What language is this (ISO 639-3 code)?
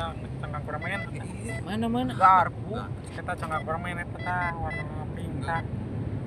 sun